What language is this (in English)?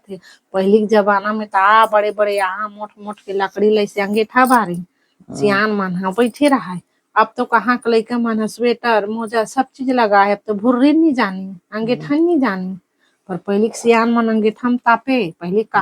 Chhattisgarhi